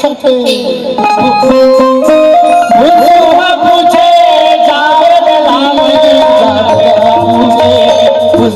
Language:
Chhattisgarhi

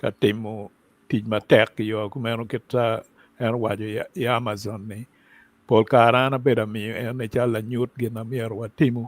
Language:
Acoli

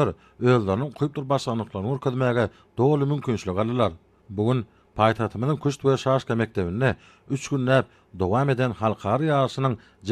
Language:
Turkmen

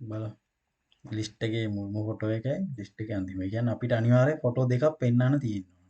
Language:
Sinhala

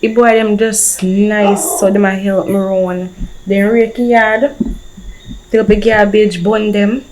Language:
Jamaican Creole English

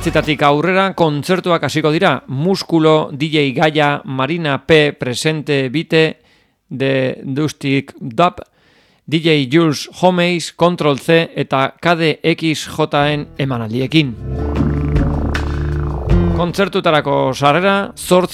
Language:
Basque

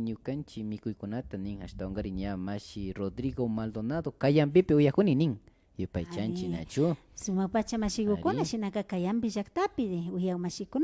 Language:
Imbabura Highland Quichua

